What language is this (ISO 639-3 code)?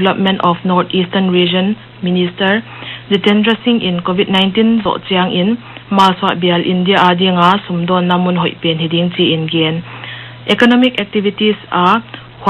pck